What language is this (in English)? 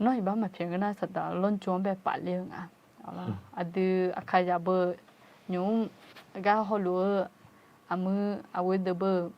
Akha